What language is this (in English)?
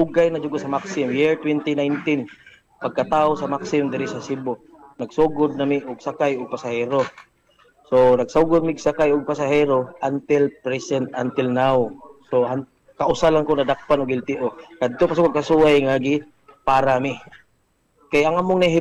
Cebuano